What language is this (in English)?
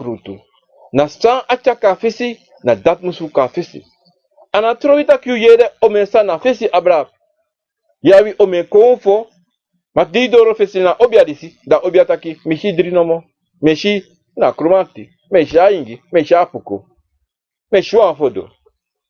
Sranan Tongo